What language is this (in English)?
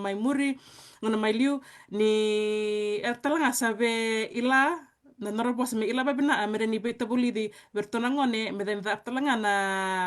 Fijian